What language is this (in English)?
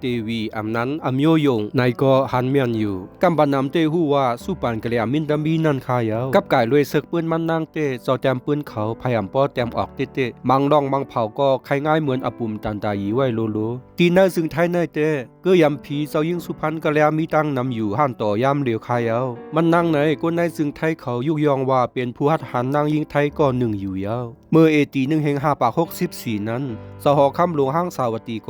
Shan